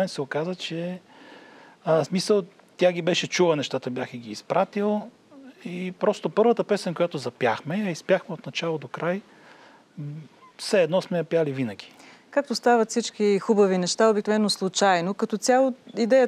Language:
Bulgarian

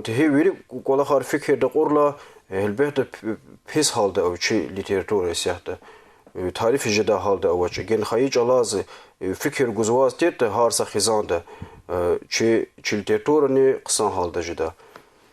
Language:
Lezghian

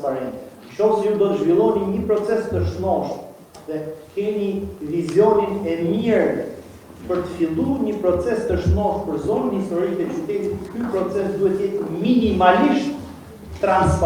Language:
Albanian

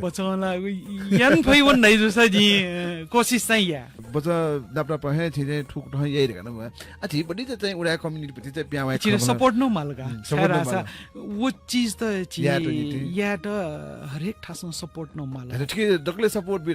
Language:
Newari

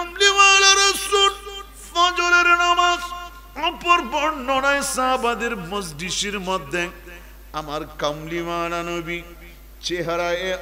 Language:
Bangla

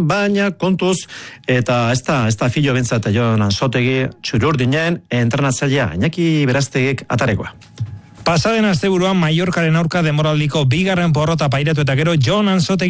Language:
Basque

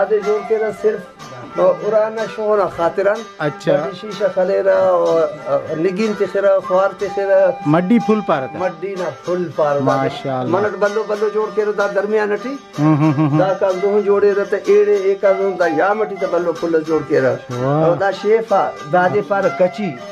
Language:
Brahui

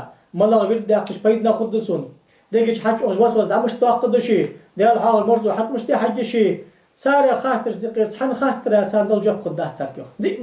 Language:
Ingush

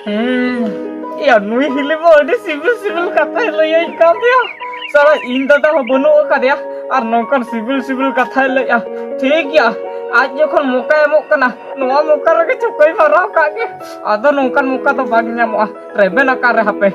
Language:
Santali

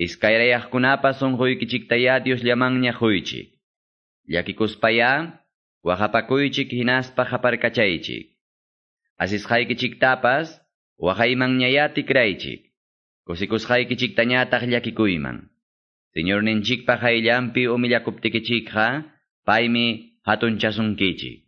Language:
Quechua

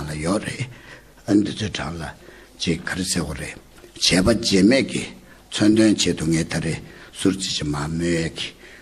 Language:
Tibetan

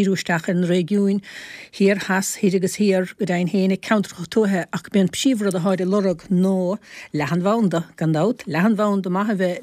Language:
Irish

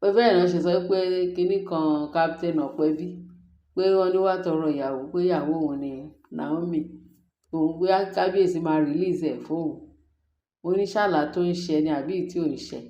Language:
Yoruba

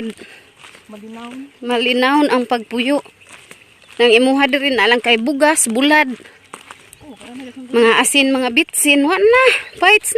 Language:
Cebuano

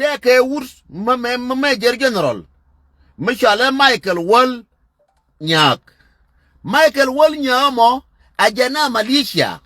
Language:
Nuer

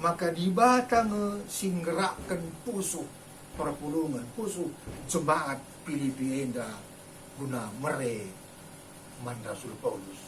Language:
Batak Karo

